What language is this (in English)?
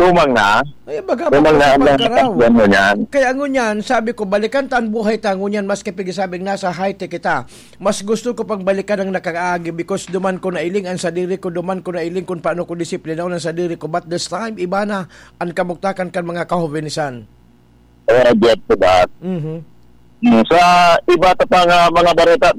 Bikol